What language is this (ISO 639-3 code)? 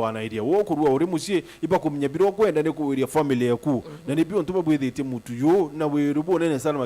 mer